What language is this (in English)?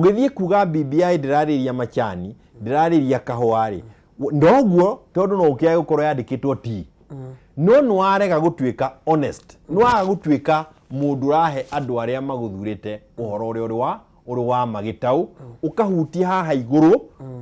Kikuyu